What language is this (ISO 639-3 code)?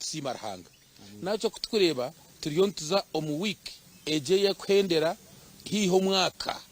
nyn